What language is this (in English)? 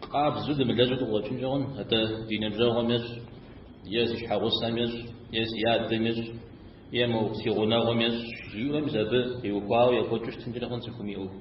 Kabardian